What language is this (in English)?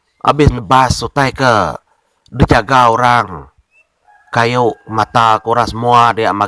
Iban